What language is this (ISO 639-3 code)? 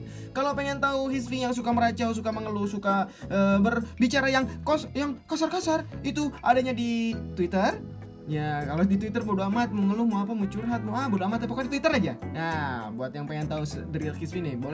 ind